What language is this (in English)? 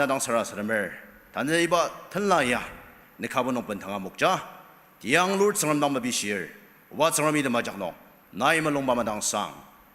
Ao Naga